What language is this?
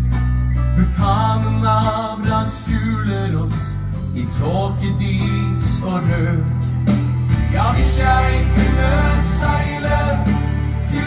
Norwegian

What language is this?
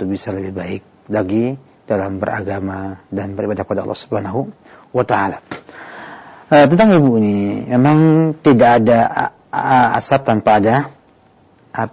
Indonesian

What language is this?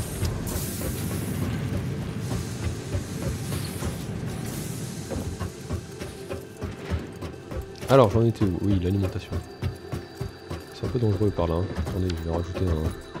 French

